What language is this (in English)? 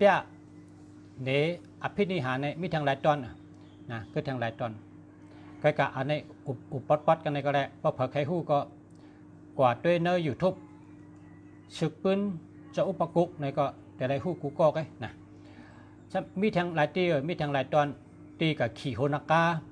Shan